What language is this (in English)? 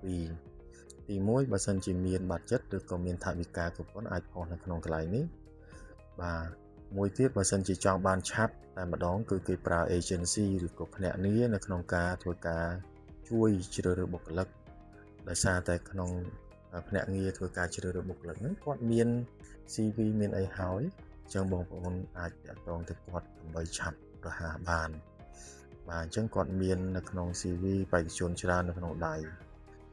Khmer